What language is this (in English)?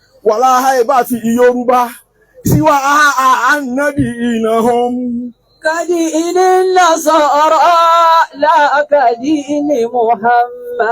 Yoruba